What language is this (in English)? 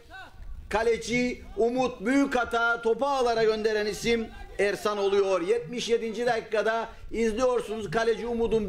Turkish